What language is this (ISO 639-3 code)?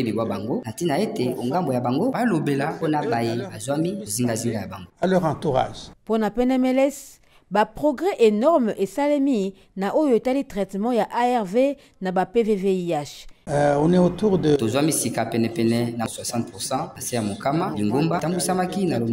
lin